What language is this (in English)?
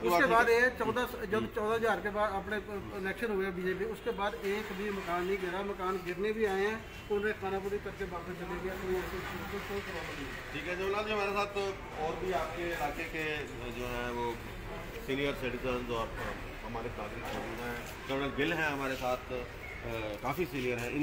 Hindi